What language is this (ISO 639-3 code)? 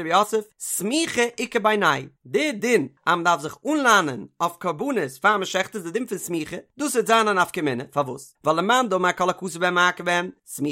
yid